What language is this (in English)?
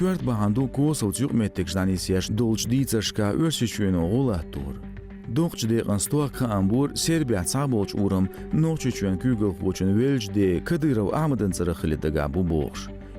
Chechen